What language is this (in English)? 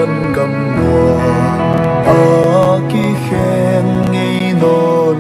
Paite Chin